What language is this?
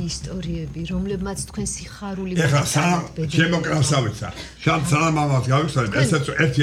Georgian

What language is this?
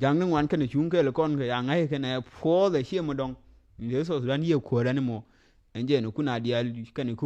Nuer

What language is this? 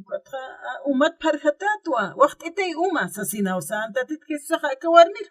Aymara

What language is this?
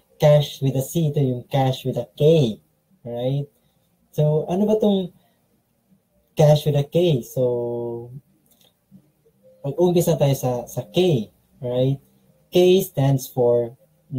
Filipino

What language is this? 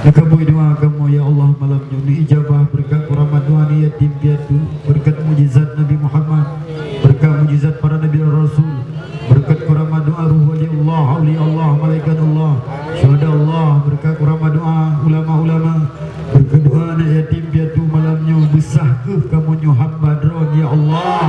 Achinese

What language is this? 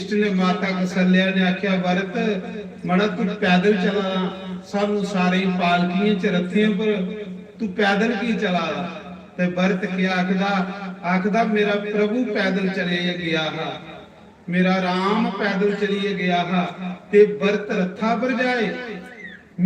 Dogri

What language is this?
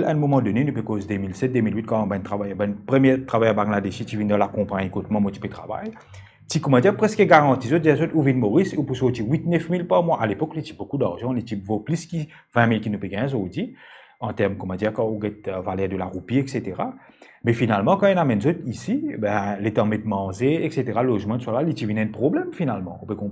Morisyen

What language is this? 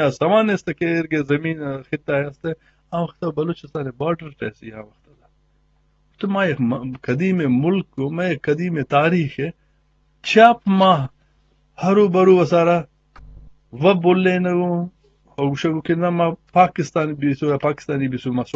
Eastern Balochi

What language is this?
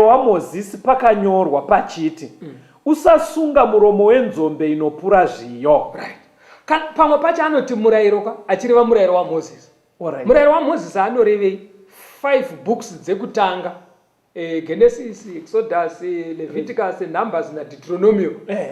Shona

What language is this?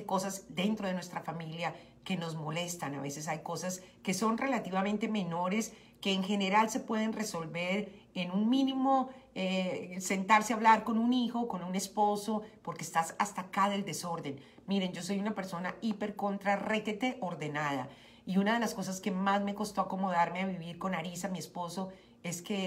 Spanish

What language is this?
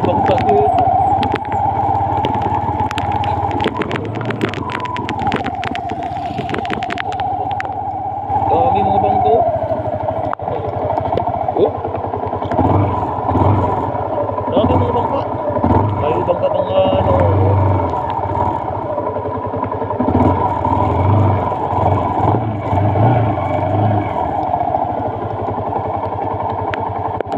Filipino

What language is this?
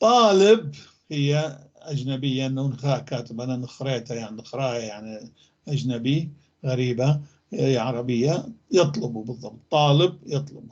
North Levantine Arabic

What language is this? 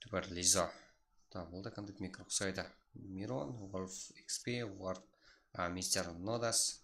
Kara-Kalpak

